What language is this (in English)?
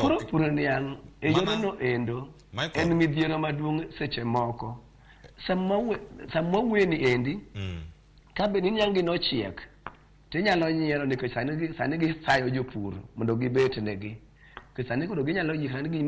Luo (Kenya and Tanzania)